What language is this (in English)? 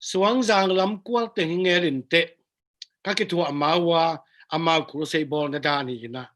Tedim Chin